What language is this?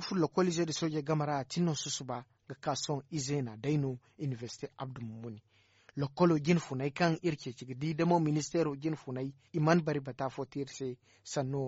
Zarma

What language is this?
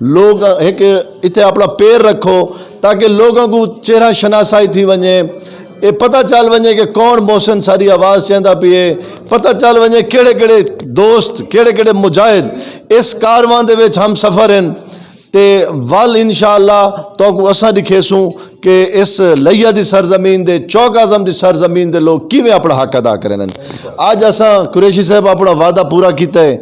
Saraiki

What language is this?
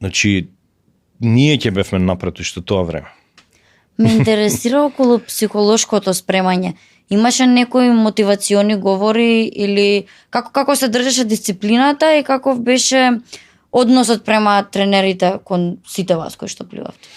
Macedonian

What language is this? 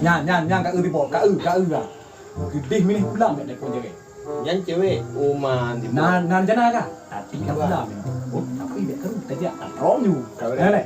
Achinese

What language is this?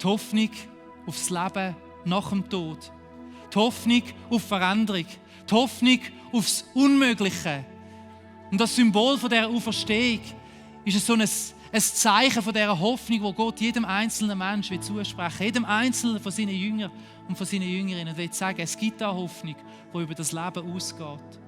Swiss German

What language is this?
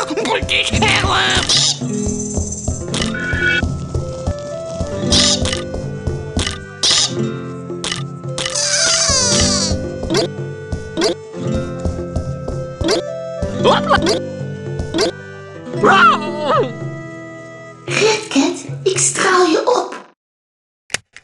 Dutch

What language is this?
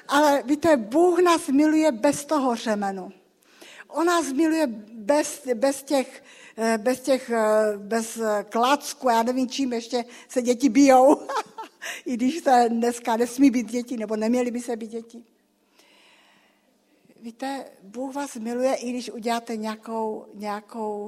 Czech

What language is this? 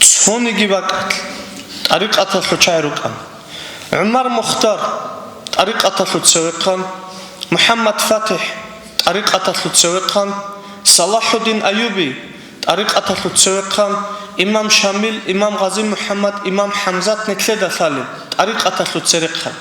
Avaric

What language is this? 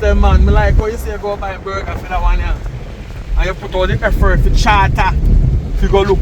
Jamaican Creole English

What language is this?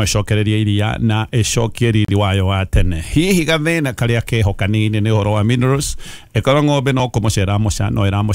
Kikuyu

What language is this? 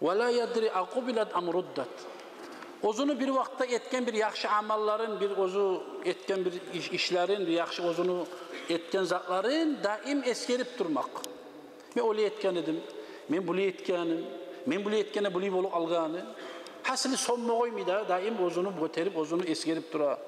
Kumyk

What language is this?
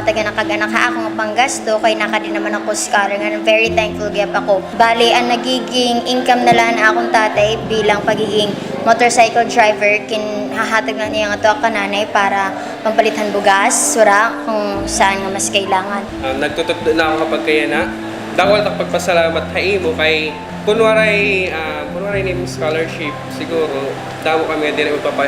Waray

